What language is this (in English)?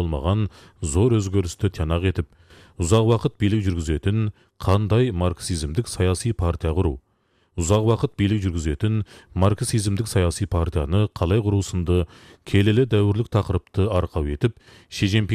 Kazakh